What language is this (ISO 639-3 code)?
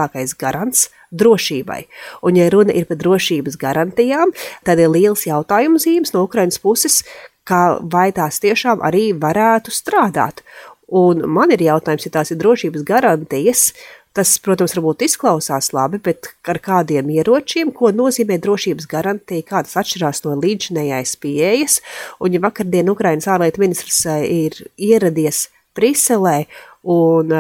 lav